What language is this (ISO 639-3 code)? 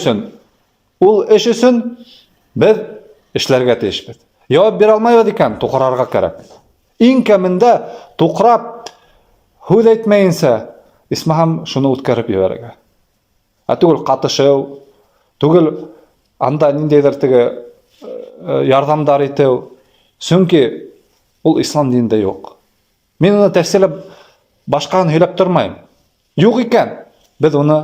bak